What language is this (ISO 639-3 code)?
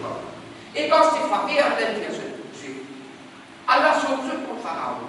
mfe